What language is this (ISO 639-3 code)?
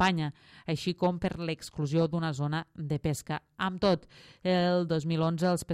cat